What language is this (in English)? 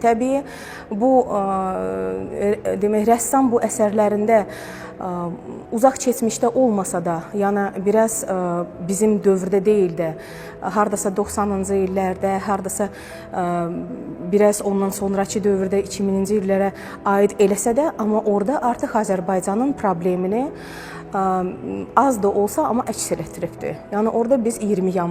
Azerbaijani